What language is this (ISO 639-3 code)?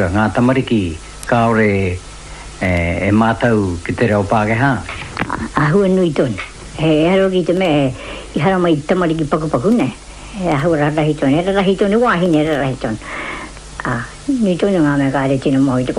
mri